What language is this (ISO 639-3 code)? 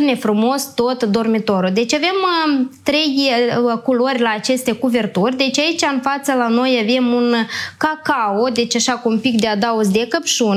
ron